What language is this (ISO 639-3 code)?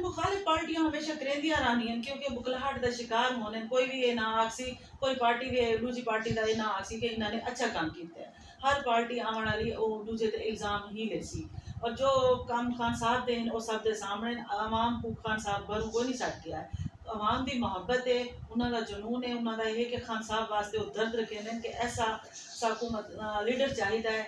skr